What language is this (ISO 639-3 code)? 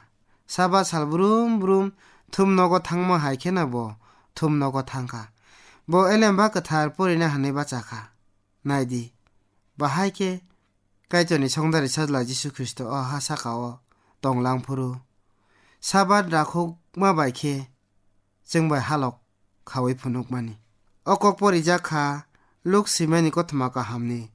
trp